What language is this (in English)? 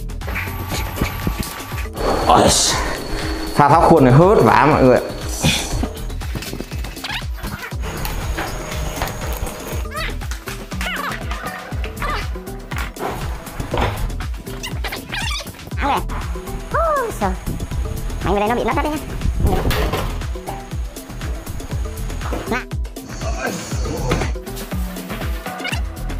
Vietnamese